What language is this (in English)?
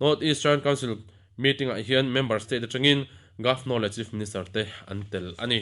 Mizo